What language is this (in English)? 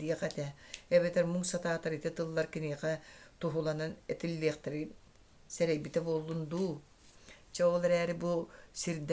Yakut